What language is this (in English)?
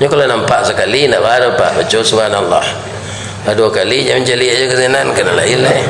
Minangkabau